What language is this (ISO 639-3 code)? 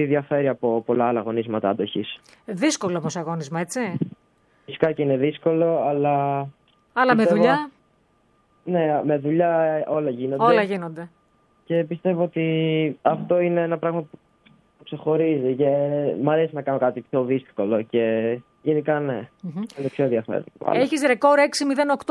ell